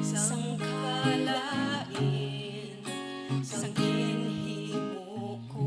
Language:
Hiligaynon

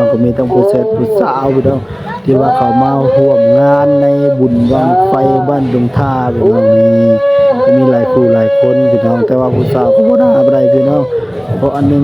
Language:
Northeastern Thai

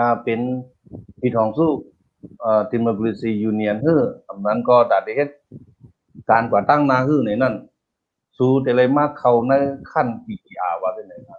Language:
Shan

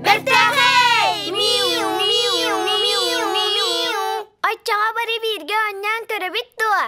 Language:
Yakut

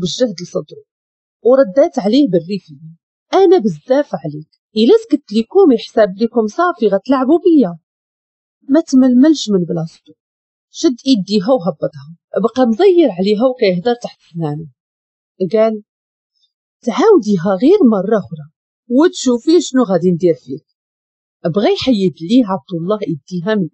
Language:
Moroccan Arabic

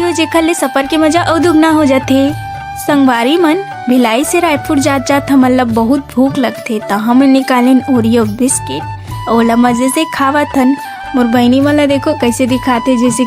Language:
Chhattisgarhi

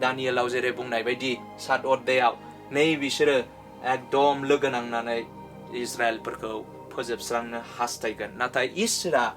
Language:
Bodo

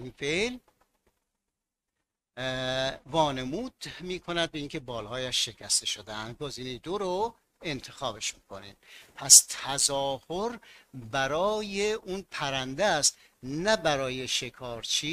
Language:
Persian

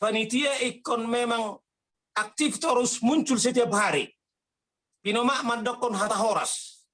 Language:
Batak Toba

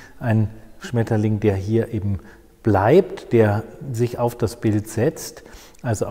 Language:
German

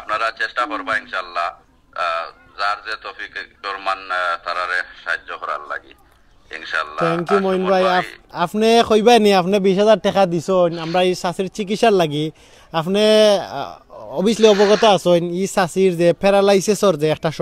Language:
Sylheti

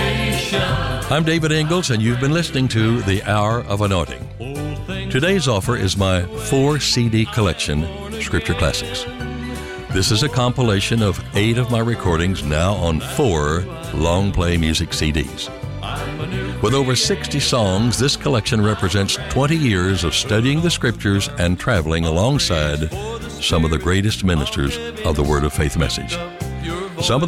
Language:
English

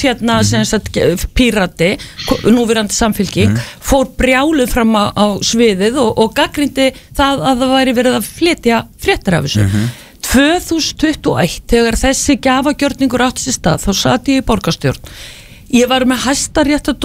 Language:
Icelandic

